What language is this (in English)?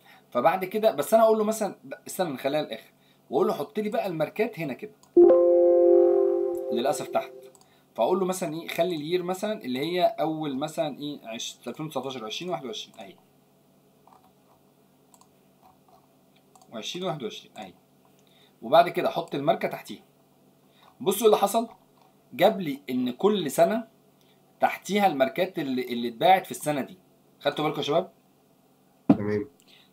Egyptian Arabic